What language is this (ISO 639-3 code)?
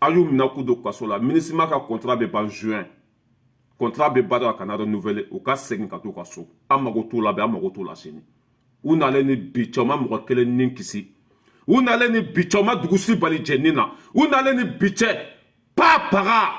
bam